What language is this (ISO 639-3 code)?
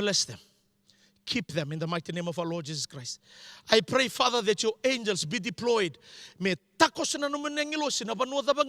fij